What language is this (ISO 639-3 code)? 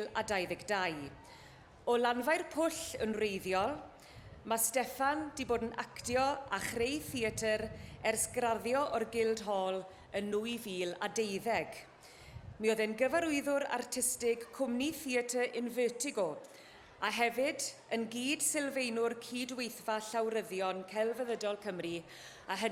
cym